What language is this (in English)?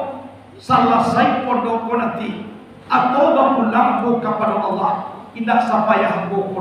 Minangkabau